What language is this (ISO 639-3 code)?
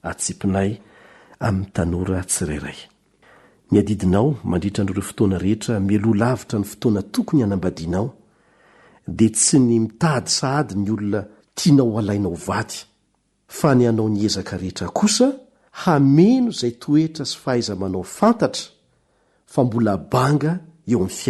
mlg